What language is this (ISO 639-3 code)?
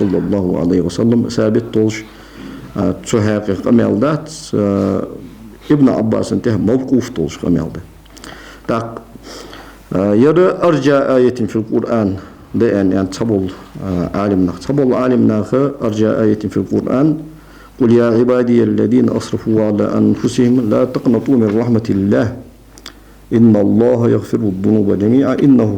inh